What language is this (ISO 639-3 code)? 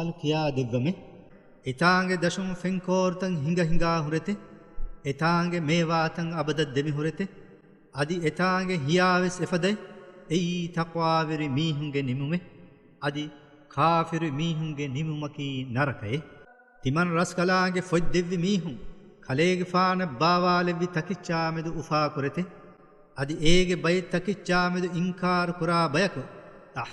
div